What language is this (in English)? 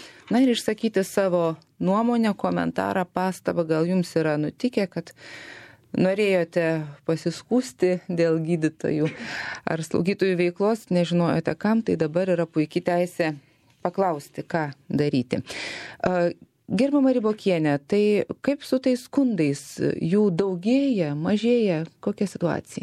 Lithuanian